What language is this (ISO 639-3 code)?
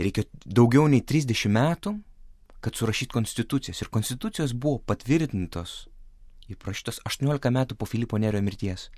lit